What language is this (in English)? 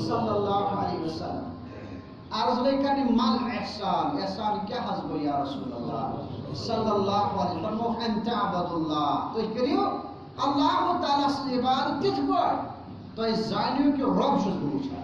Kashmiri